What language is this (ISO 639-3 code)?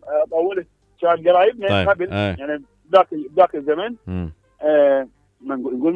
acm